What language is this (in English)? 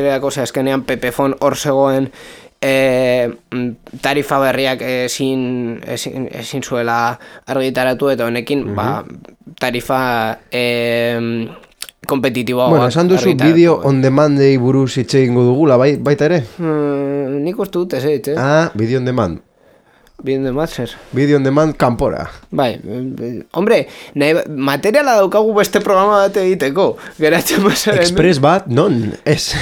Basque